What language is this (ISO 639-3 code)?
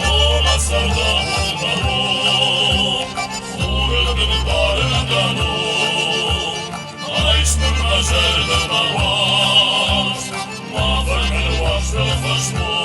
oss